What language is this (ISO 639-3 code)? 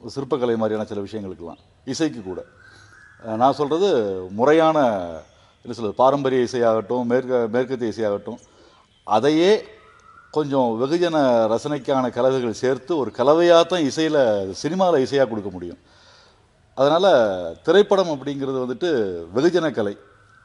tam